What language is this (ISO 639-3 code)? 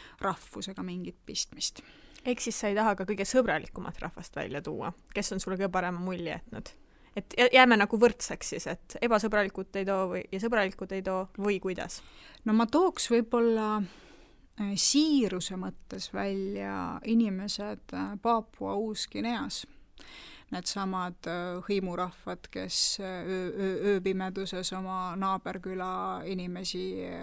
est